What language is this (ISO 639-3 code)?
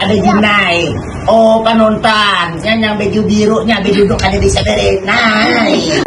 bjn